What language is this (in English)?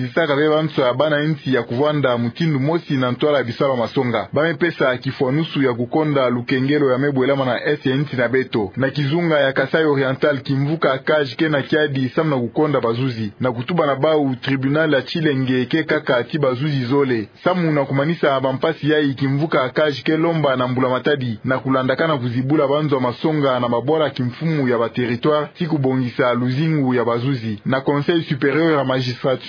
Kituba (Democratic Republic of Congo)